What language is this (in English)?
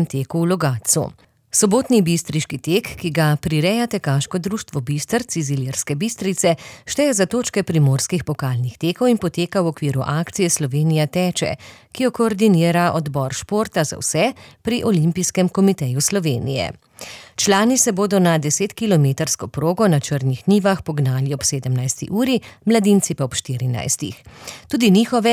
Slovenian